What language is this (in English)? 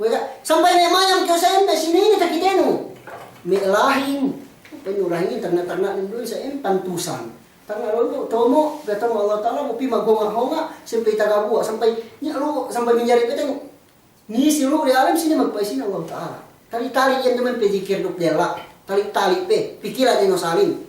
Yakan